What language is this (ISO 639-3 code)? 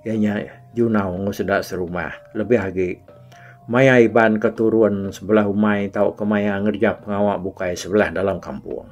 iba